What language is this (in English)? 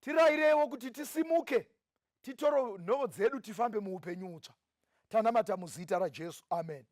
Shona